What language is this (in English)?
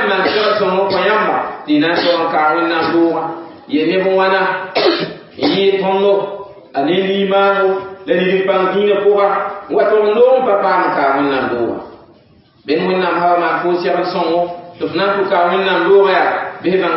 Mossi